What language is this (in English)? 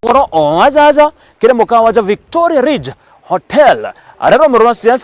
Meru